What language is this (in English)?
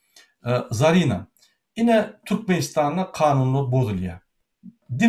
Turkmen